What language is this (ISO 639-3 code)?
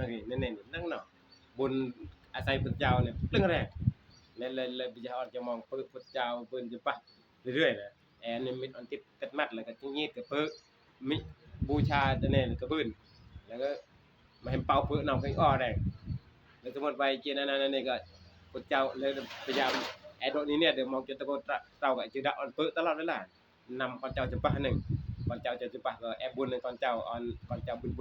tts